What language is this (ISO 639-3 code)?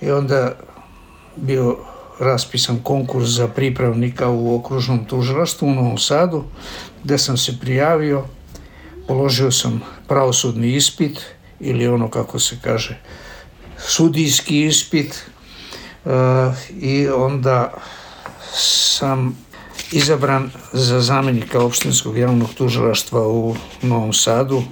srp